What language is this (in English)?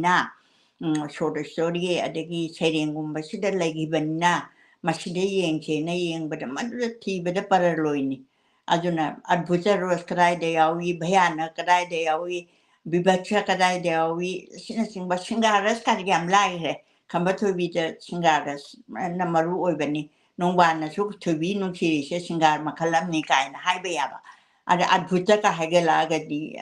Manipuri